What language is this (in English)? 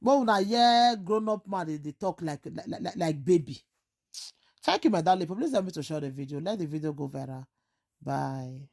Nigerian Pidgin